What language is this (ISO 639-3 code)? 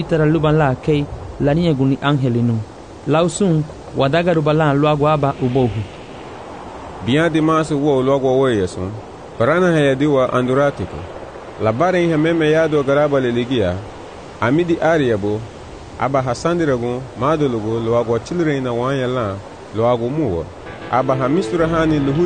cab